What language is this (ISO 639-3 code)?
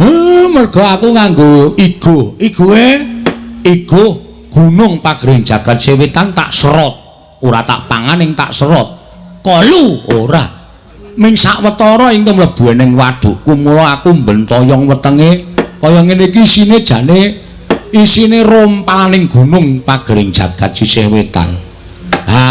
jav